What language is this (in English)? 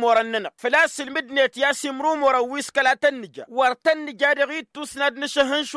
Tamasheq